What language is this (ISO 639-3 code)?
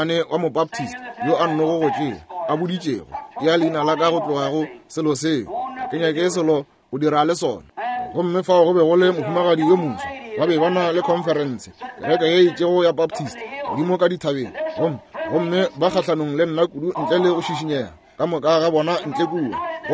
nso